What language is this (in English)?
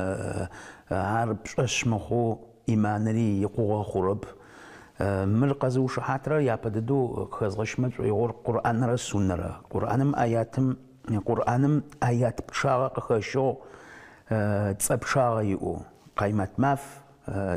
Adyghe